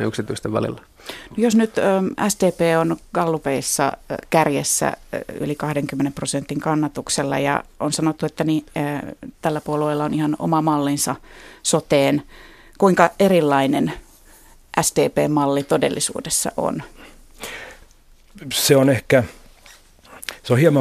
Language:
Finnish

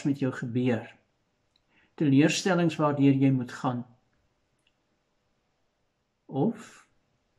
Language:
Afrikaans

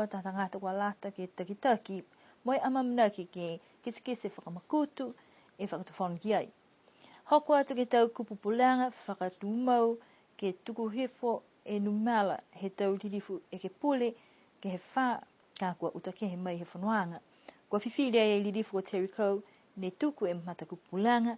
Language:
Niuean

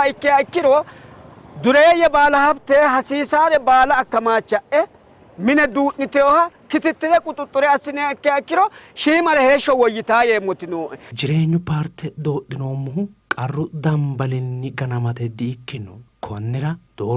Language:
Sidamo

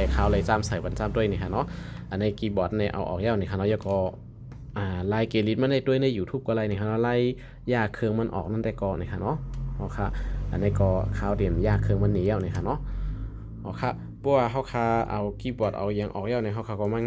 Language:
Shan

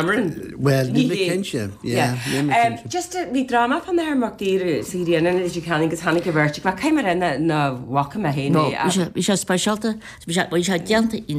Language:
Irish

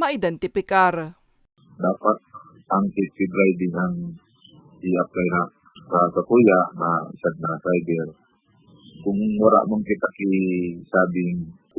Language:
Bikol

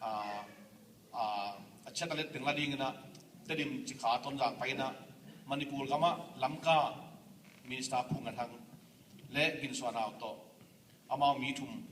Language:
Tedim Chin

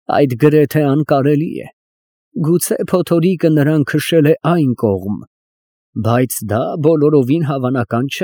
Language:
Armenian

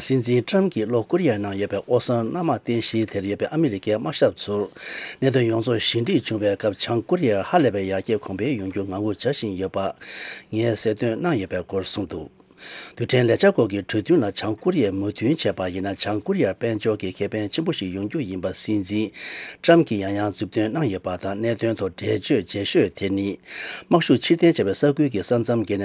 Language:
Tibetan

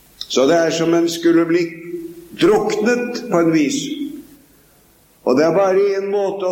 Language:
Norwegian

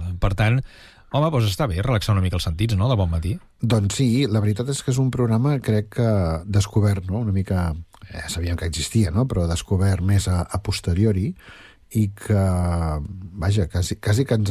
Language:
Catalan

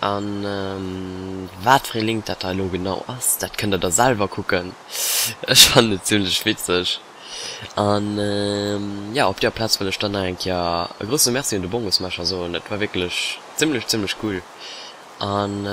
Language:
Luxembourgish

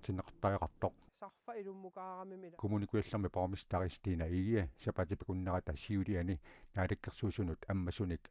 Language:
Kalaallisut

